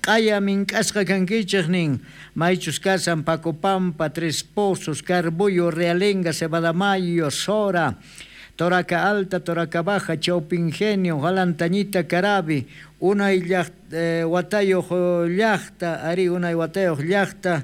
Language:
South Bolivian Quechua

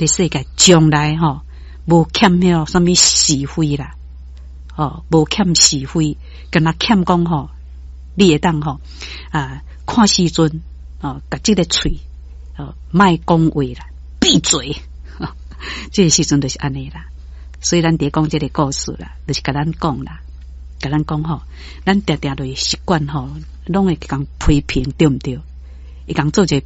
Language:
Min Nan Chinese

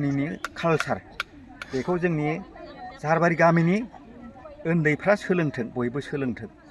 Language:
Bodo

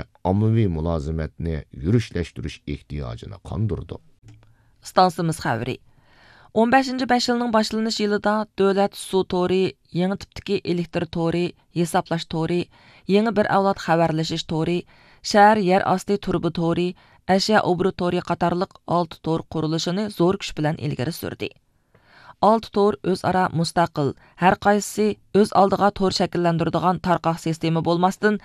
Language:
Uyghur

